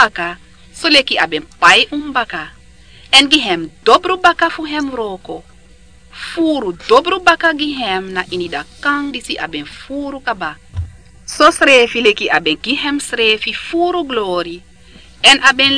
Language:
Sranan Tongo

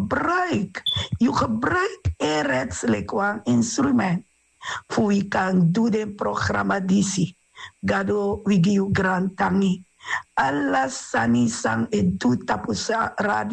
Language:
Sranan Tongo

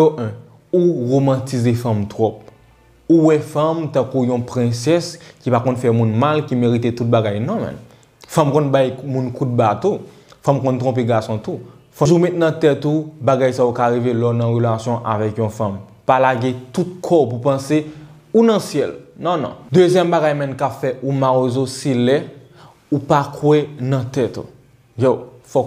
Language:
Haitian Creole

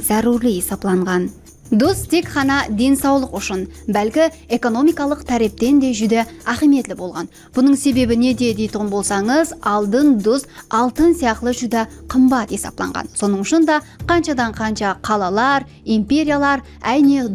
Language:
Kara-Kalpak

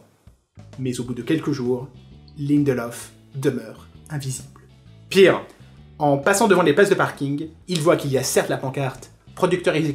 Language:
French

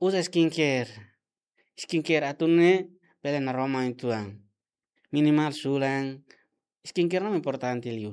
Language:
Tetum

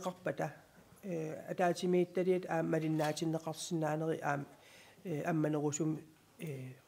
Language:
Kalaallisut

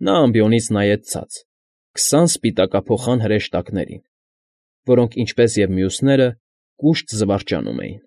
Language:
Armenian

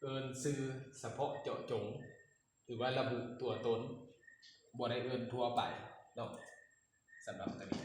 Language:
Lao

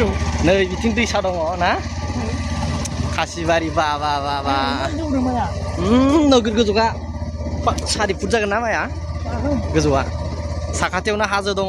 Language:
Bodo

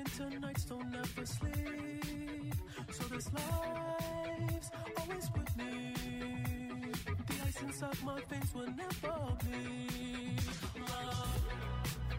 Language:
English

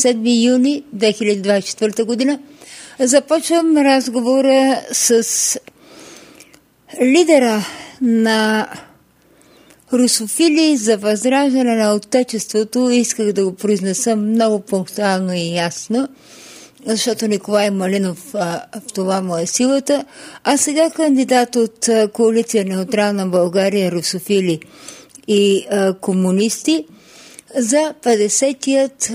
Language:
Bulgarian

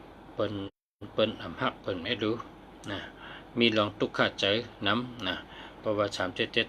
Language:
Shan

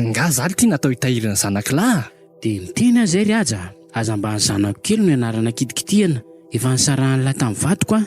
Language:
Malagasy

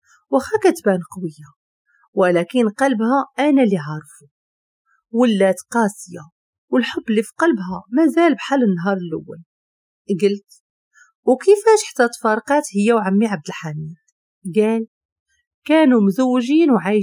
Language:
Moroccan Arabic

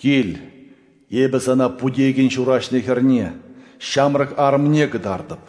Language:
Chuvash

